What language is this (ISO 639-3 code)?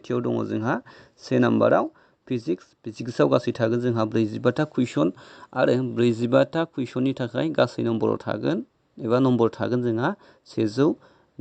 brx